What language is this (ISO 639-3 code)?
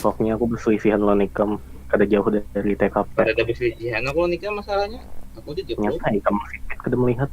bjn